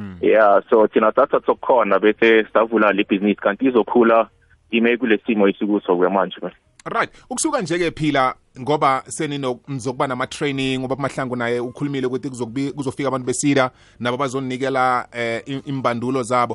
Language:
South Ndebele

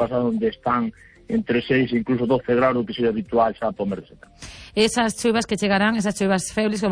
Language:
Galician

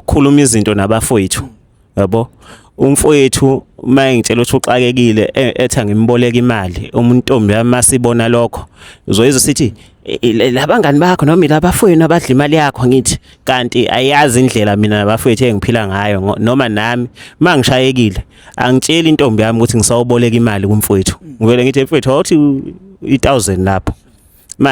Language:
Zulu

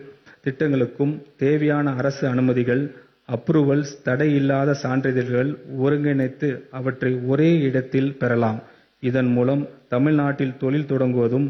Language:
Tamil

